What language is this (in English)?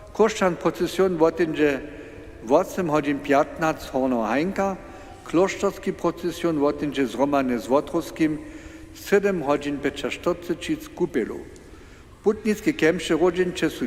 Upper Sorbian